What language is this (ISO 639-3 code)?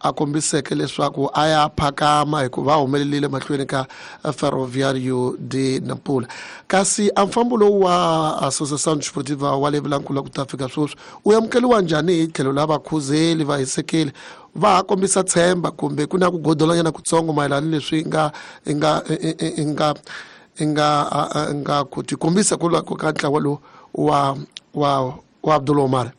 tso